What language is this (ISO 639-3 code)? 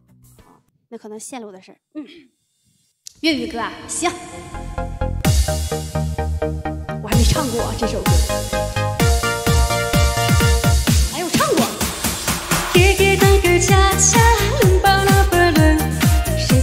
zho